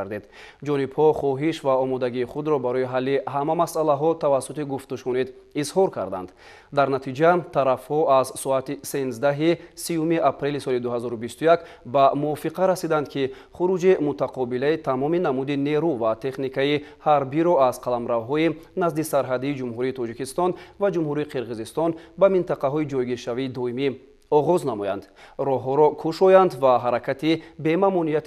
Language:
Tajik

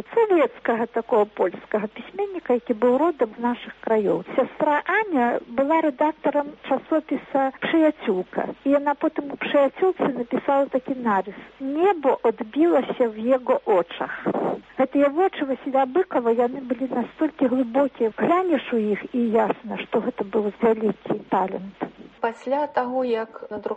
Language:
Belarusian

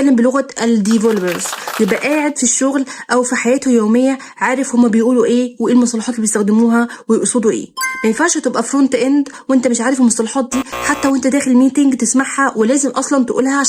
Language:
Egyptian Arabic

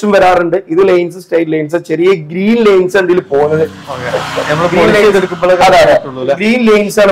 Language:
Malayalam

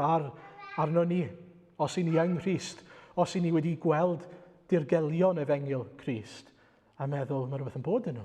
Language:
Welsh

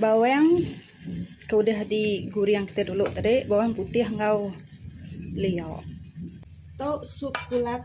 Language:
Iban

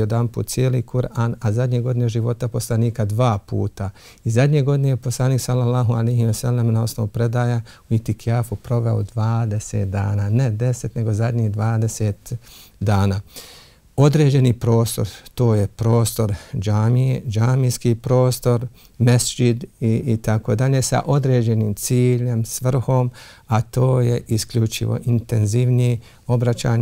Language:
Bosnian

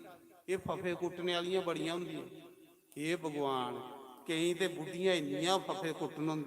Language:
Dogri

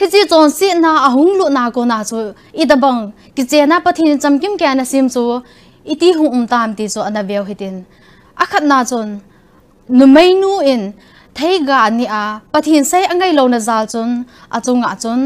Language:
Thado Chin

